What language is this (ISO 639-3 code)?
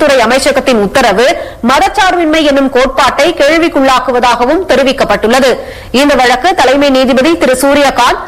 tam